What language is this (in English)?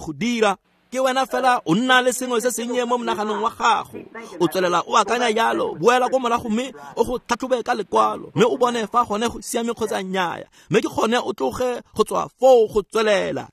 Tswana